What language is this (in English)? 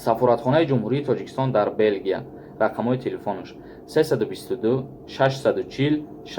Tajik